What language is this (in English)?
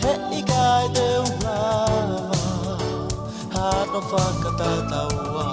Tongan